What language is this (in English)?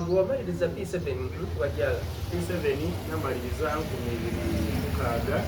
Soga